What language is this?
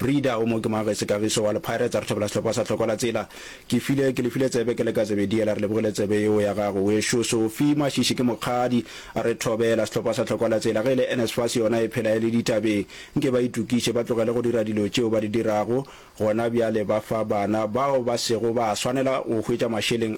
Northern Sotho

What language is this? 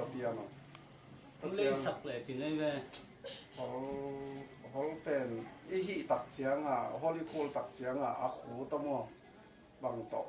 Tedim Chin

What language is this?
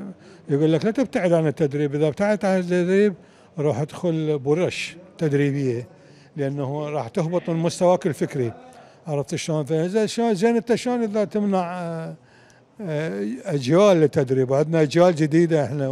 Mesopotamian Arabic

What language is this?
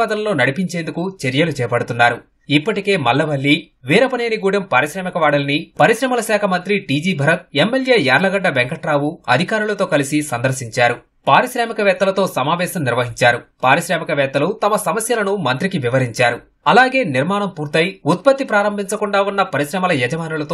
Telugu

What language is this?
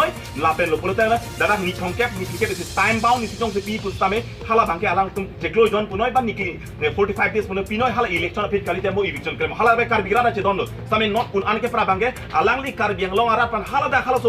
Karbi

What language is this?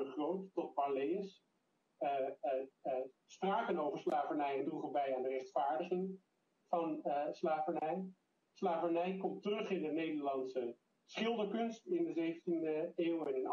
Dutch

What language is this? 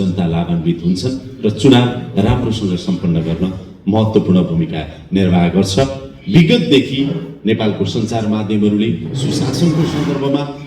Nepali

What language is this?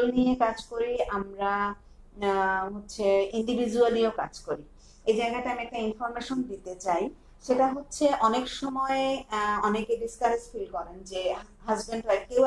Bangla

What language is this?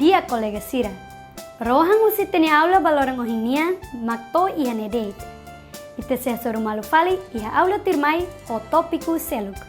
Tetum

